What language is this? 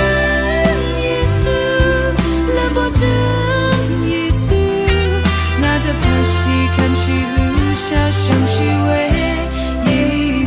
Rawang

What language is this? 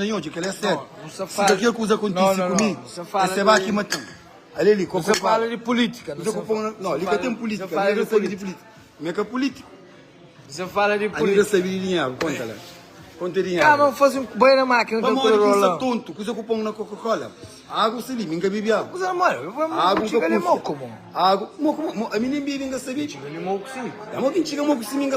Kabuverdianu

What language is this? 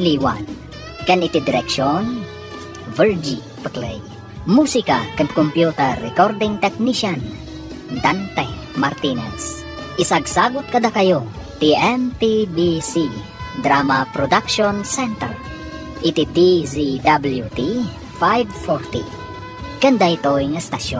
Iloko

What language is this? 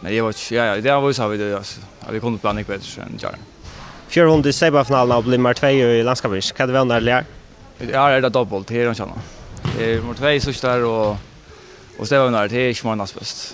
Faroese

